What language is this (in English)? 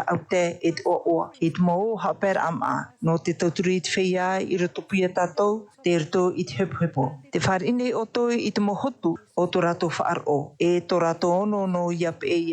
Tahitian